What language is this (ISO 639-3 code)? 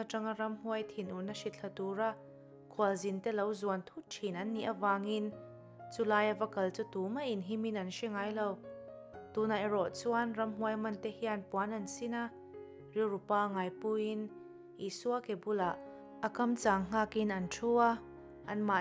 lus